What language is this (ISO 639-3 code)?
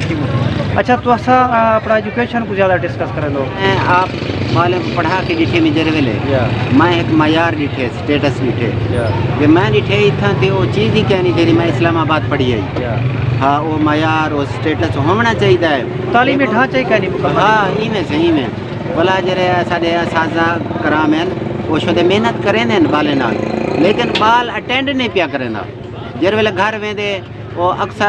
skr